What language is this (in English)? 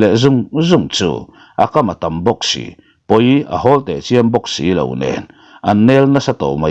Mizo